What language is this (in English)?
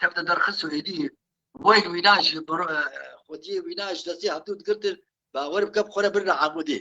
Kurdish